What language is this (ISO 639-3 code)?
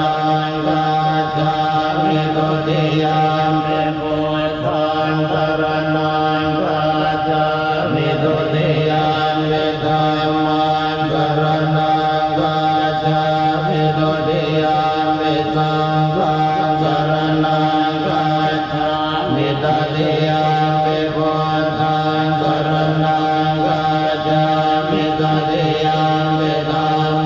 pli